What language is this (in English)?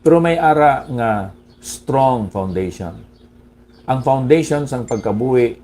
Hiligaynon